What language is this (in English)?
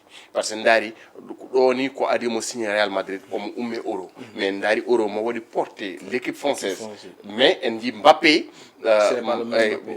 Fula